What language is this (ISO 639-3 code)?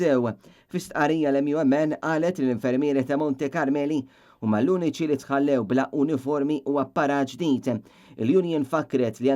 mlt